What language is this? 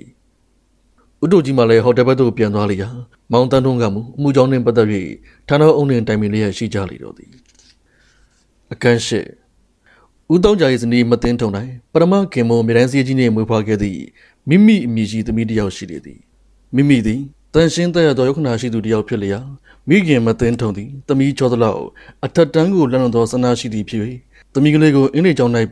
Burmese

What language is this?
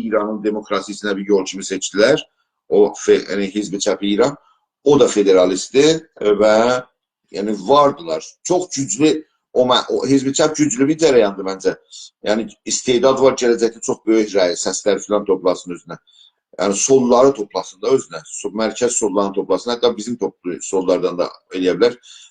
South Azerbaijani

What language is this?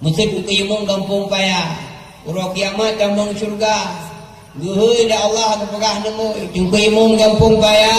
Achinese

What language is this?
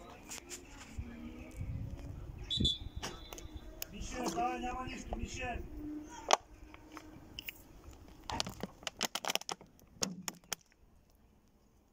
Bulgarian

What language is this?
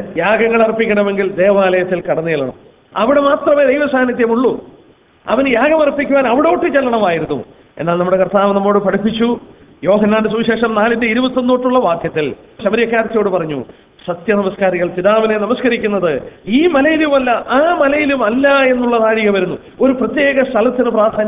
Malayalam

